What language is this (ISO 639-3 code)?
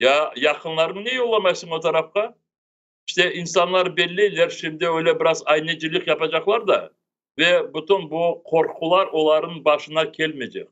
crh